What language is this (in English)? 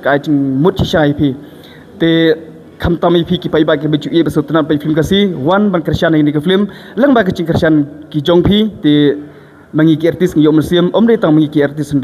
Khasi